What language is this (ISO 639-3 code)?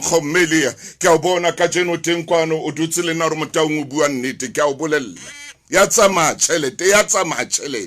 sot